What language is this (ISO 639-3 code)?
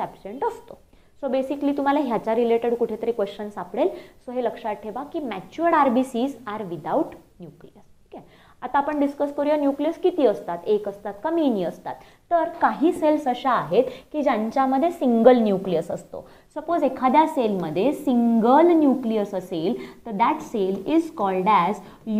mar